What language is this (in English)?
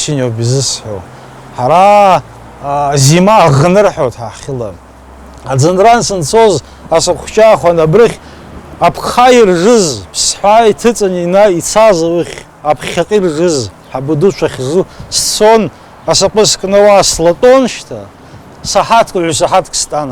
Abkhazian